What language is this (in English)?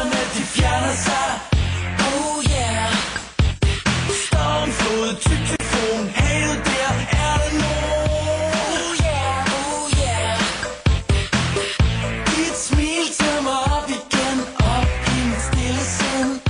Danish